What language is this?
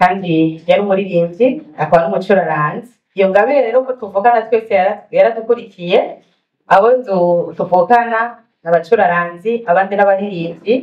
Rundi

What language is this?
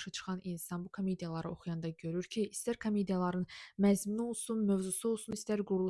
Azerbaijani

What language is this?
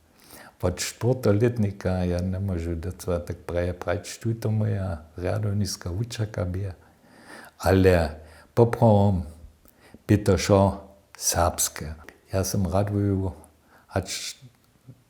Upper Sorbian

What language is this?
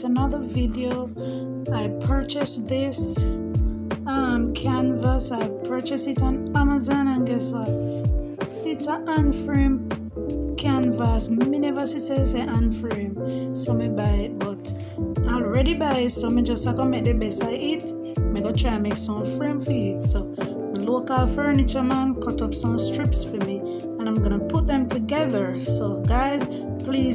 Jamaican Creole English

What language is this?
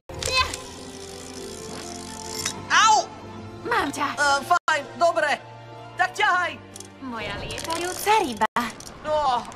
Slovak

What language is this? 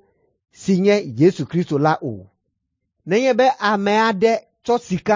Ewe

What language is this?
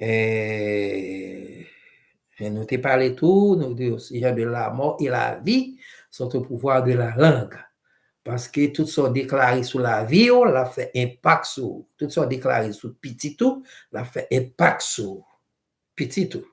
Haitian Creole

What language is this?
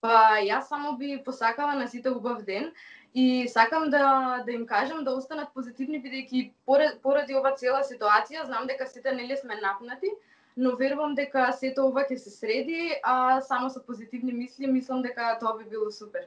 Macedonian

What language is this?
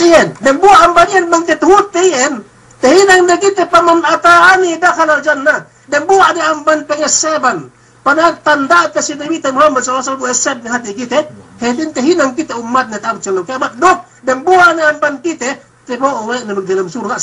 Yakan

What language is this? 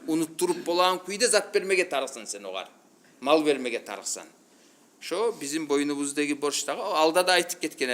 Kumyk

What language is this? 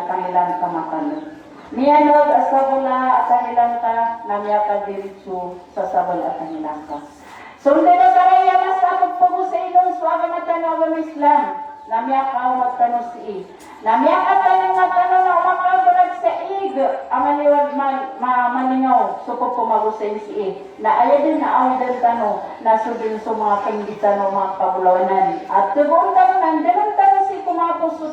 Maranao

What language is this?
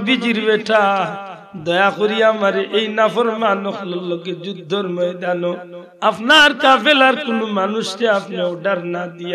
Sylheti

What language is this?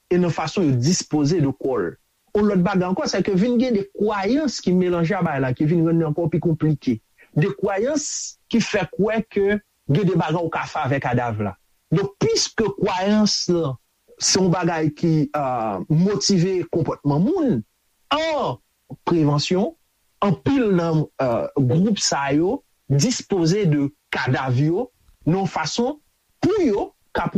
Haitian Creole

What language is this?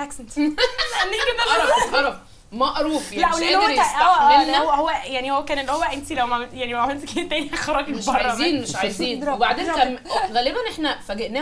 Egyptian Arabic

